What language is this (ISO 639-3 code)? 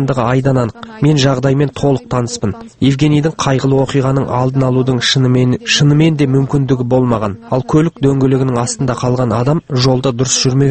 kaz